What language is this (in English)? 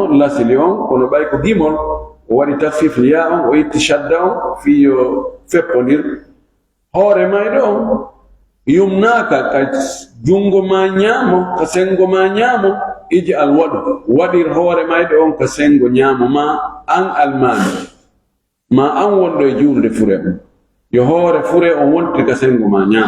Fula